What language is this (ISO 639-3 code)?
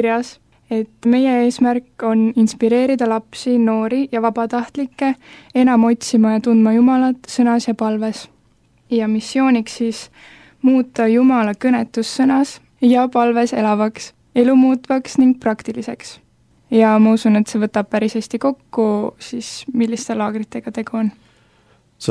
est